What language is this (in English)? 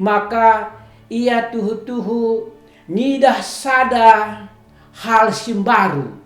Batak Karo